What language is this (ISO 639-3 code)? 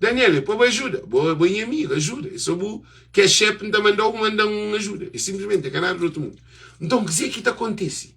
kea